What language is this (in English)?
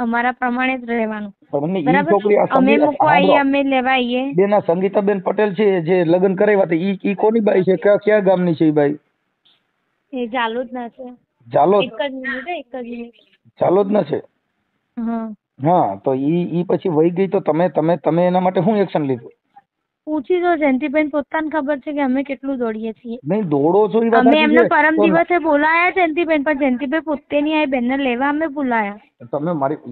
Gujarati